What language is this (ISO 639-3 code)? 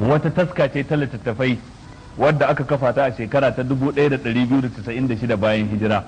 hau